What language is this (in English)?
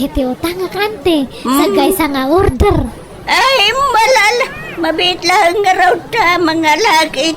Iloko